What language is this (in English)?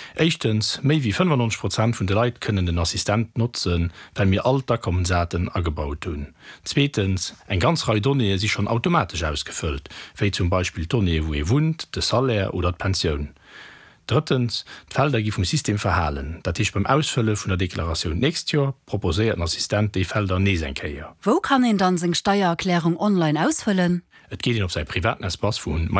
Luxembourgish